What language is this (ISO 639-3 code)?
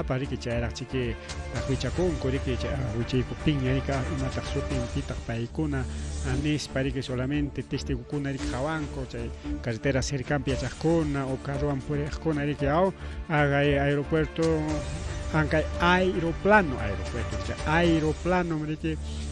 quy